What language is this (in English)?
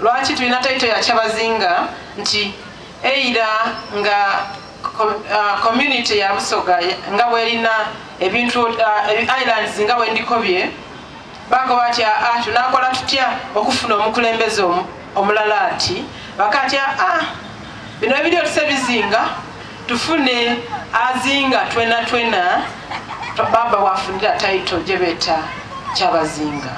Soga